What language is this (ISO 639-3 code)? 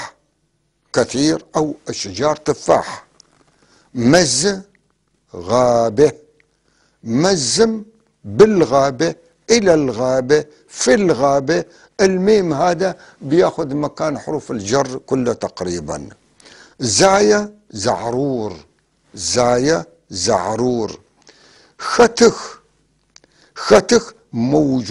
apc